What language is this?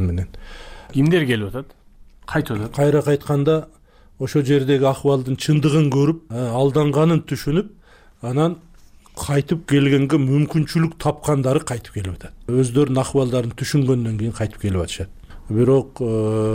Kyrgyz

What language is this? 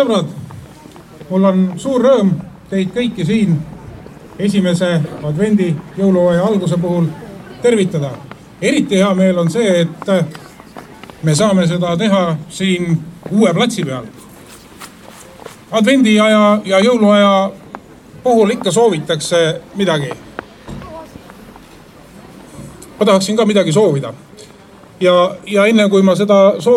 Estonian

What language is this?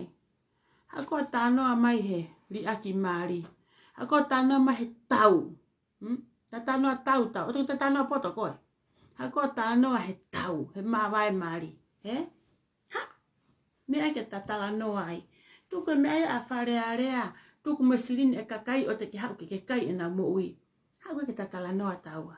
Tongan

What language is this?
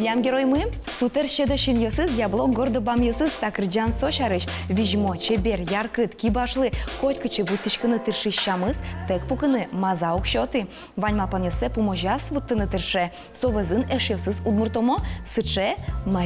Udmurt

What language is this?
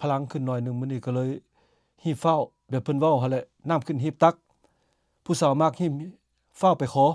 Lao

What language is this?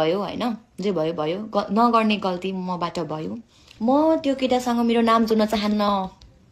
Nepali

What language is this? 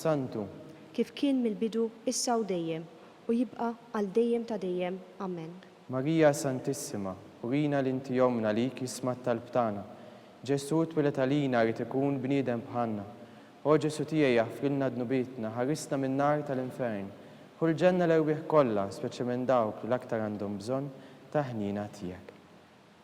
Maltese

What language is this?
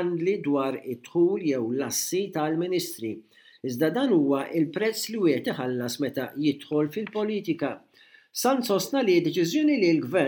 Maltese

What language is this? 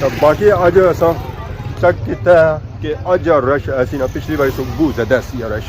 Pahari-Potwari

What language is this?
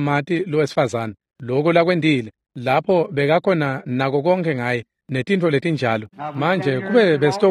Swati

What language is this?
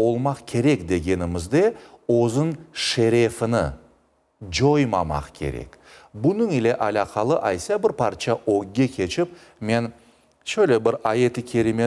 Crimean Tatar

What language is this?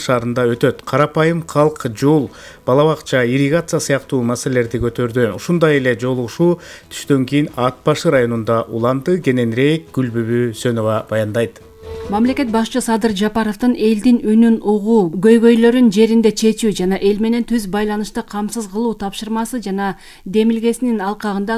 Kyrgyz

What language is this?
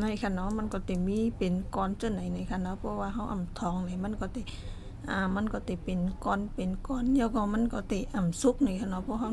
Shan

